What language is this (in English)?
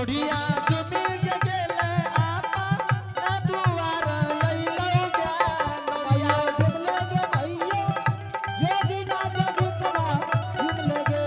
Angika